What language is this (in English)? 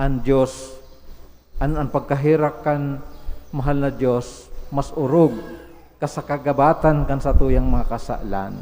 Bikol